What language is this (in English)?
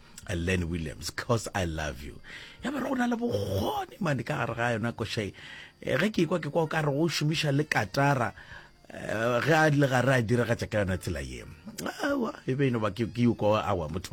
Northern Sotho